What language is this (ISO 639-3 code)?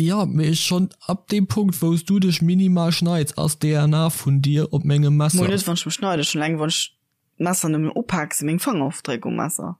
ltz